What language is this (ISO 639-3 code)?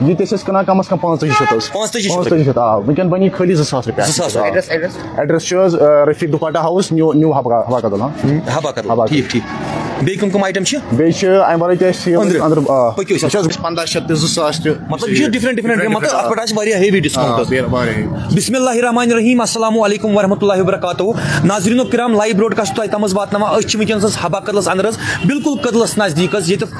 kas